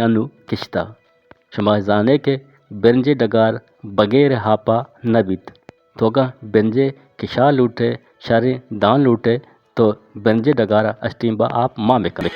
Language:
Eastern Balochi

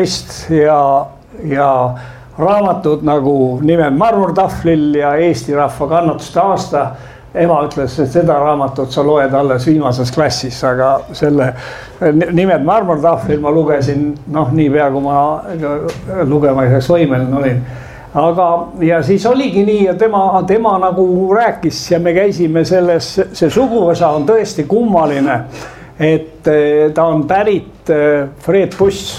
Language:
Estonian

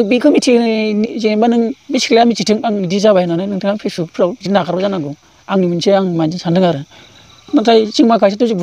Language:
Bodo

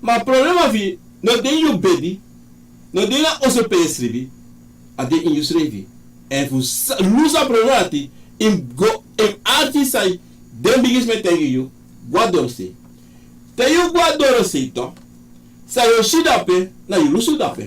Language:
Sranan Tongo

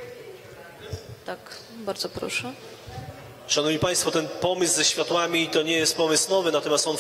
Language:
Polish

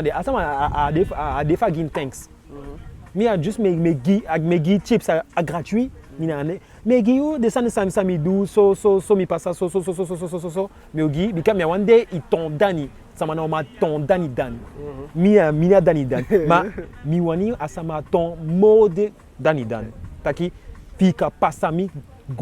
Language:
Eastern Maroon Creole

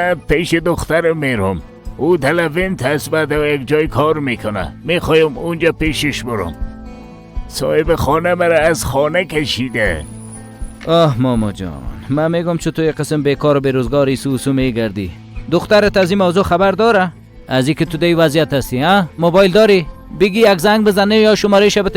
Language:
Persian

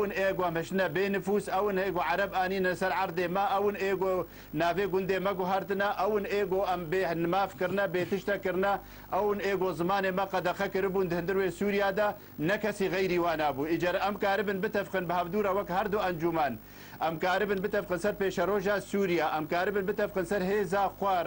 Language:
Kurdish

